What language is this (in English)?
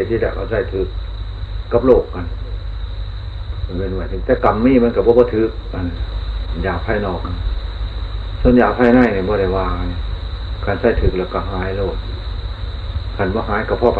Thai